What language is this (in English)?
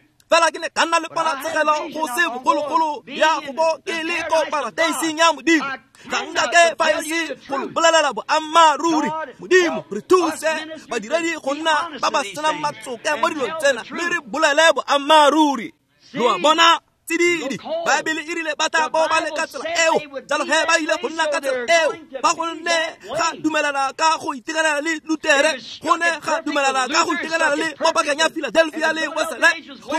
Tswana